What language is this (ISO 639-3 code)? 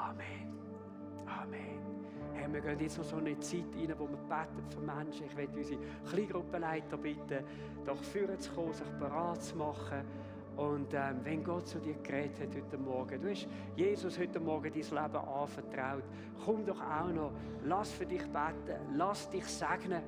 gsw